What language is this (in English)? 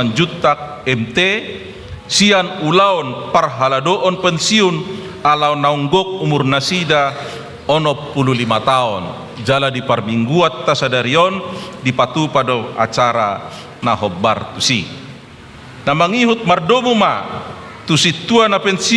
Batak Toba